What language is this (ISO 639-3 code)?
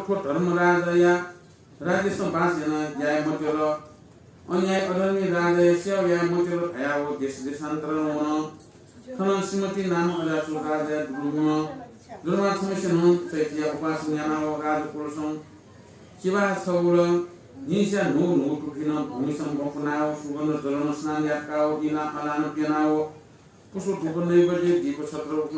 new